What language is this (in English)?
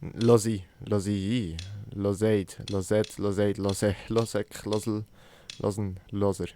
Swiss German